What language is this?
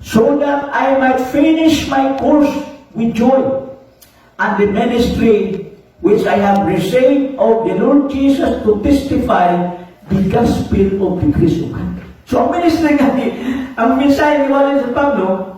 Cebuano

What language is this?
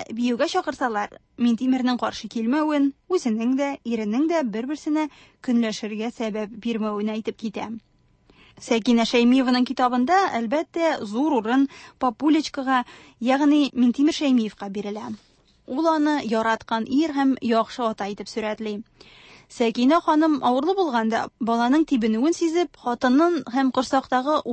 Tatar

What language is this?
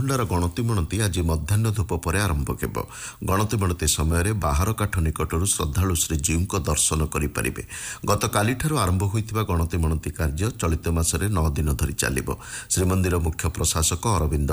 Odia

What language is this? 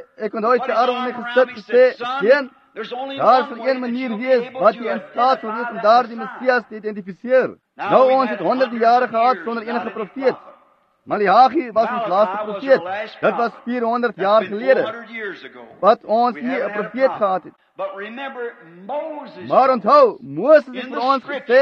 Afrikaans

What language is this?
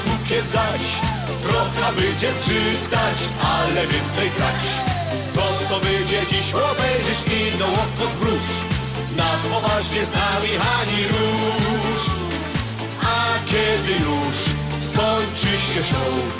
Silesian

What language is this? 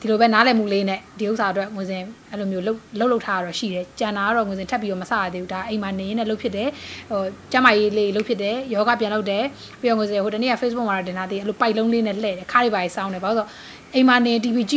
Burmese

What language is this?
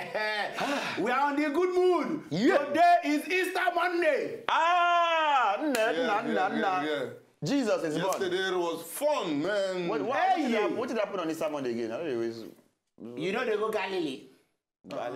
Nigerian Pidgin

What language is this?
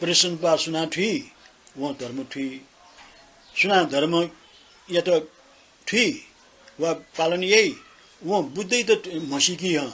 Newari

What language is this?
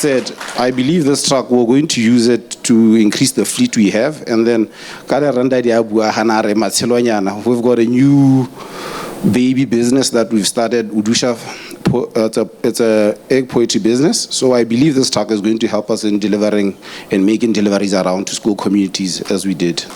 Tswana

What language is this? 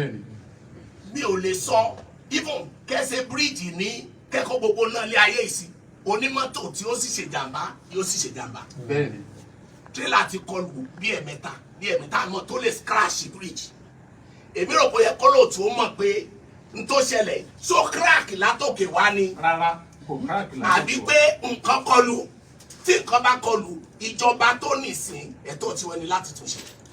Yoruba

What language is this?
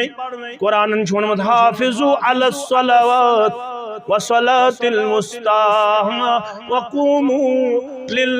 Kashmiri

